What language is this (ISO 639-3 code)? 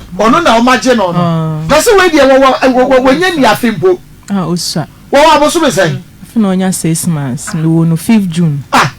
aka